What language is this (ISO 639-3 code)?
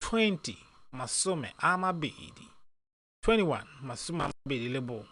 tsn